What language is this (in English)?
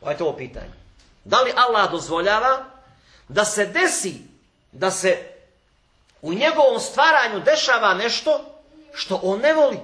Bosnian